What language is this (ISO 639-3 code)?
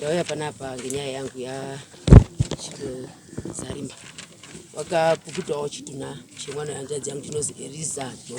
sna